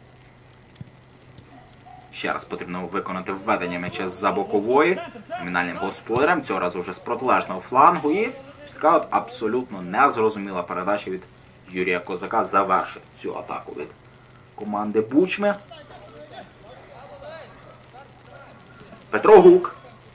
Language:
Ukrainian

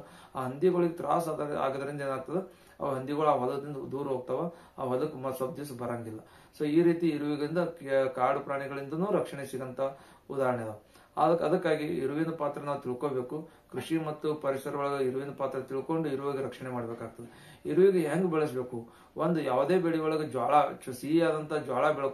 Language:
Kannada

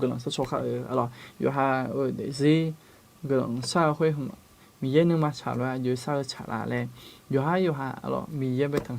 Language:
Akha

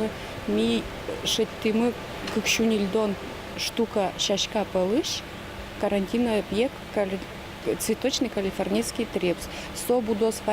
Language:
Udmurt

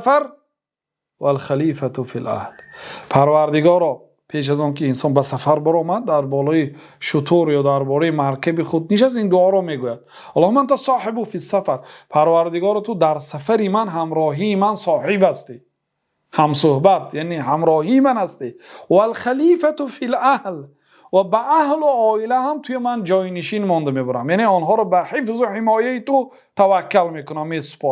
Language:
Persian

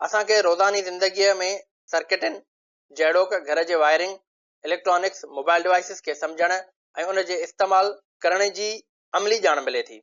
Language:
Sindhi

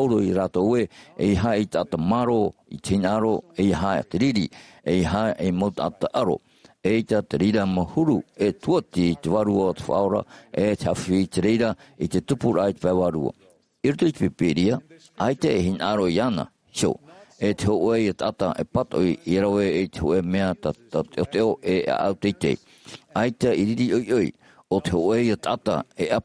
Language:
Tahitian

